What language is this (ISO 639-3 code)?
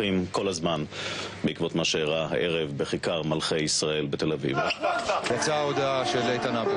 heb